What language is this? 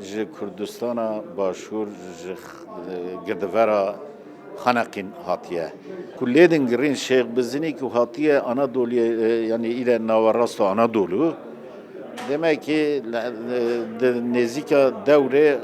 Kurdish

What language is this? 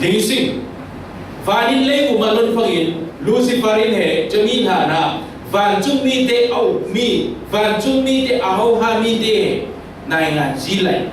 Falam Chin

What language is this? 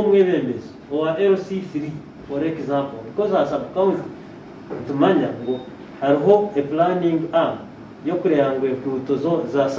Nyankole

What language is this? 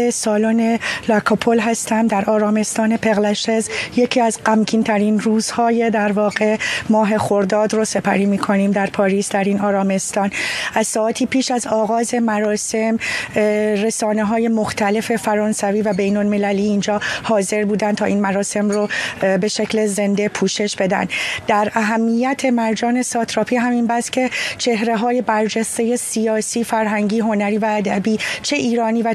Persian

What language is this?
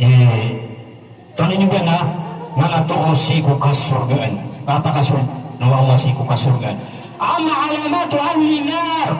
Maranao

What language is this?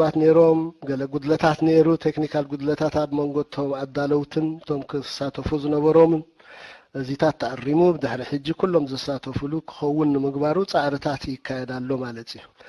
Tigrinya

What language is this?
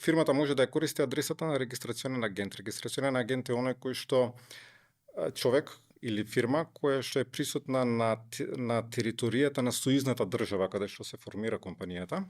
Macedonian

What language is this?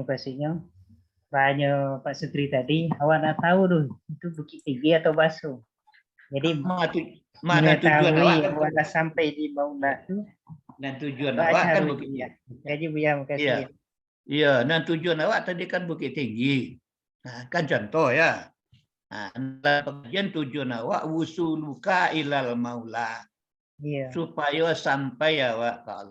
Minangkabau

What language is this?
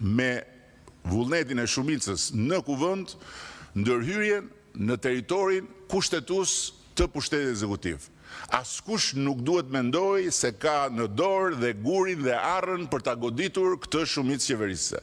Albanian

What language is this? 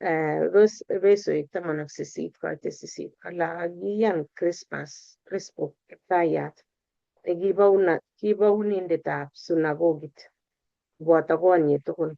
Kalenjin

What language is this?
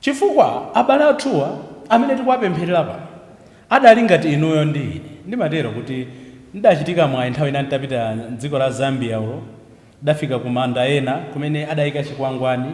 Nyanja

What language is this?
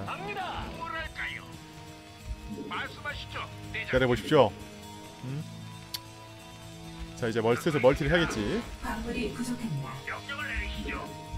Korean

